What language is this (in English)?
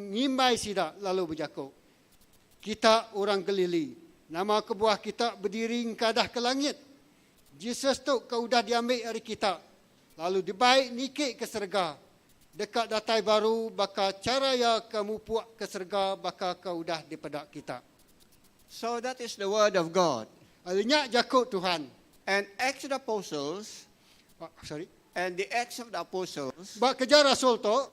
Iban